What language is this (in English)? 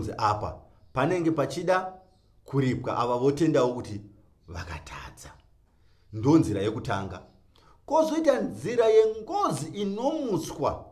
Shona